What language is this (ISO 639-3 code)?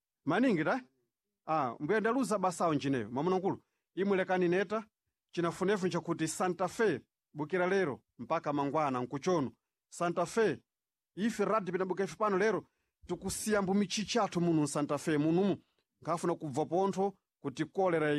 seh